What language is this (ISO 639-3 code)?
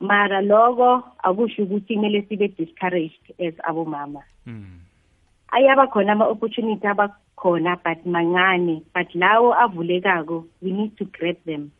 nbl